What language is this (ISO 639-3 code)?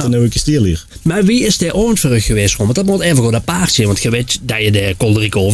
lim